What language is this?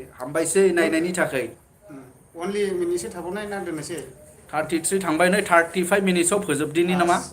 Bodo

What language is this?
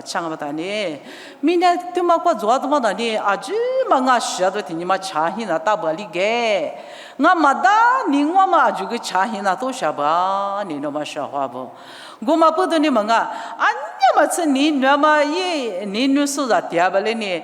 Lisu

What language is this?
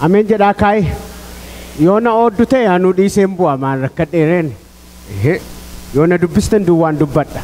Oromo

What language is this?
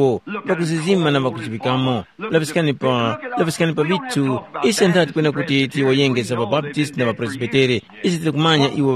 Tumbuka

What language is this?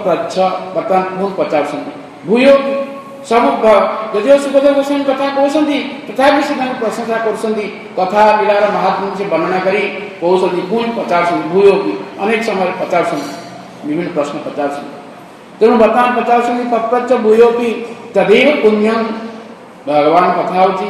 Odia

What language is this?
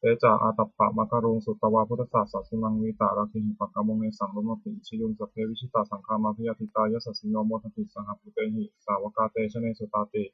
Pali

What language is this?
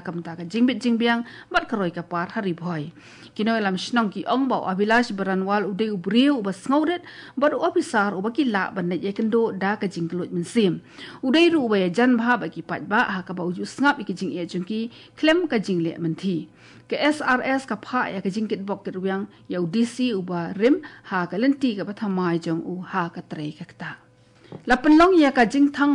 Khasi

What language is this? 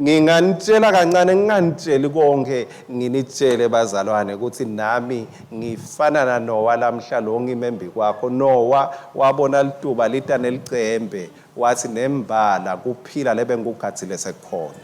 Swati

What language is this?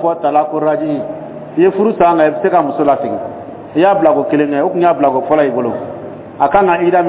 Dyula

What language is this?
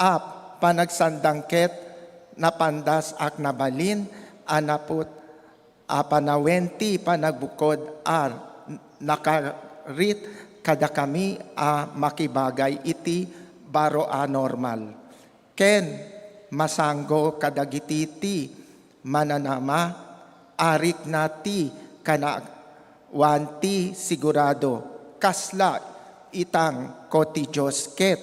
Iloko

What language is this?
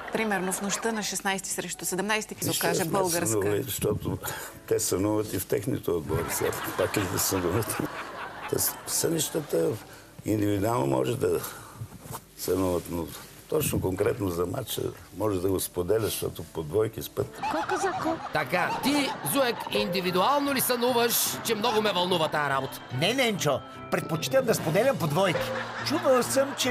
Bulgarian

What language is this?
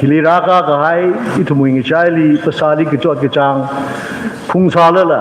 Tangkhul Naga (India)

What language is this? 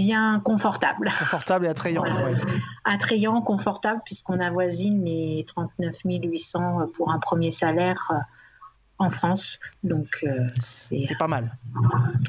French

